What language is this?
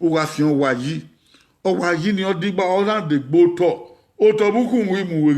Bini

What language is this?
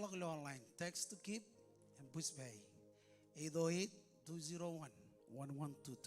Marshallese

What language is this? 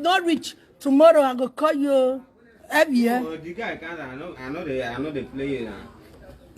Nigerian Pidgin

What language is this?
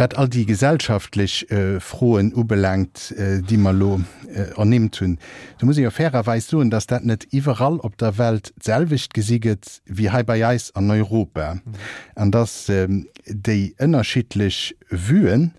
Luxembourgish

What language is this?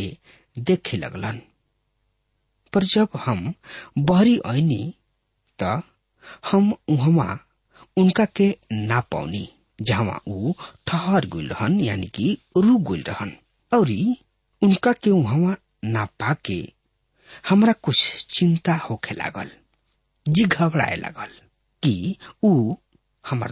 Bhojpuri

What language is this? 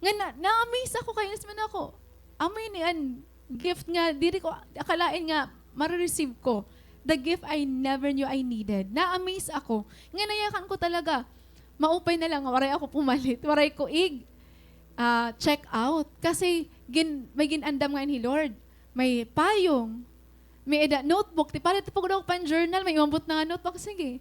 Waray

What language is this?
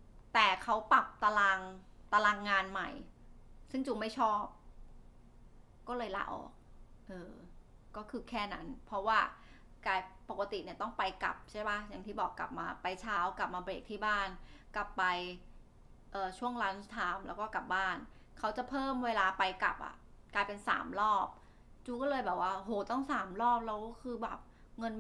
Thai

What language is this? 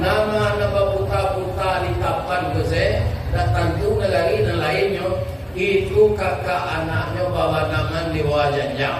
Minangkabau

